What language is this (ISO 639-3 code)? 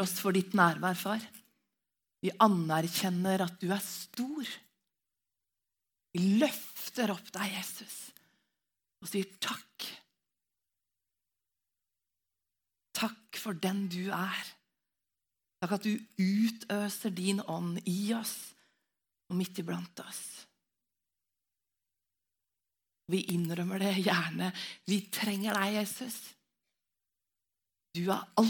nor